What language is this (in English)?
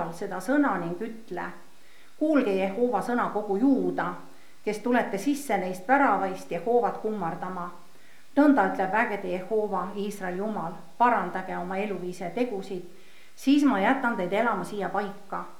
Estonian